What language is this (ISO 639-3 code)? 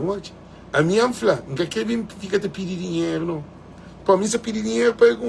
kea